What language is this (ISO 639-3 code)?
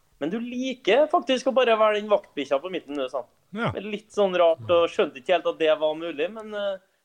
nor